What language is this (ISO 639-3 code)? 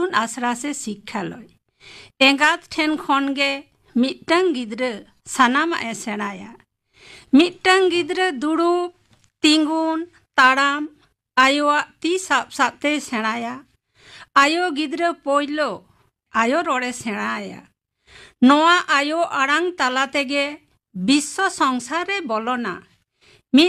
sat